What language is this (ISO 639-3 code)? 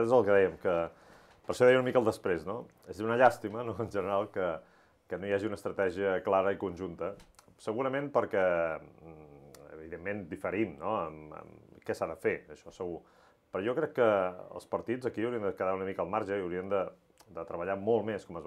cat